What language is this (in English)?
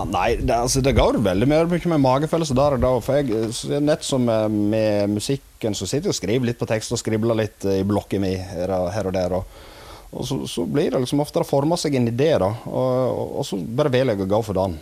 Norwegian